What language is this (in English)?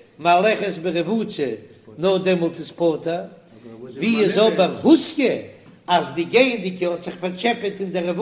Yiddish